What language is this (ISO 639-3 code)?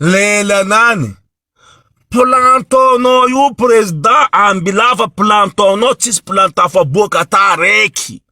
mlg